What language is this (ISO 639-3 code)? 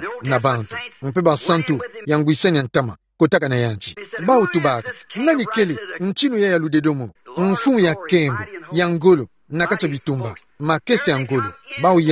ktu